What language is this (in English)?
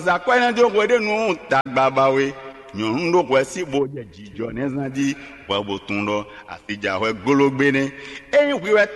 Fon